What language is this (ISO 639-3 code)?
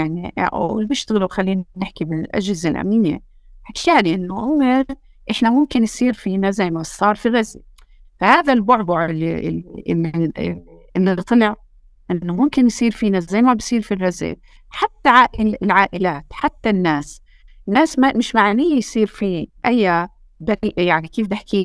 apc